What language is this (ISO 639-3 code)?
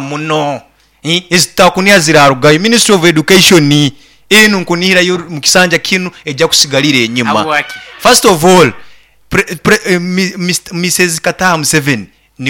nyo